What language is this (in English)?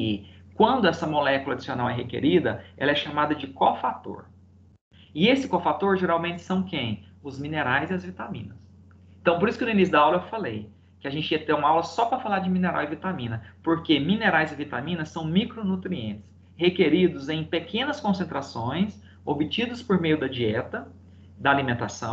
Portuguese